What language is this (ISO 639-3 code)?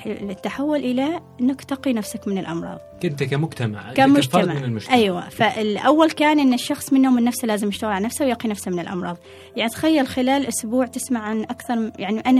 afb